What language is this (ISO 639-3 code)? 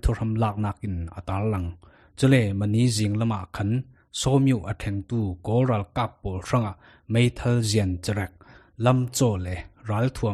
cfm